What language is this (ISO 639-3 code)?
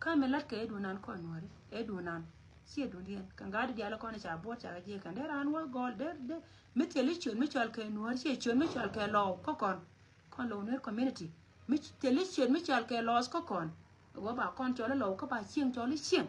nus